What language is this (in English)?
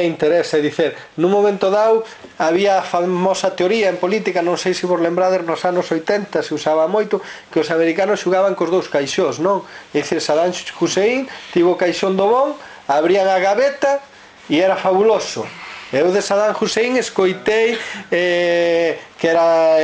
Galician